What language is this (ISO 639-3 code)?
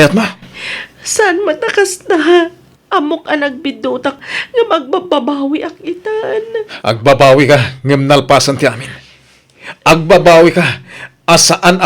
ilo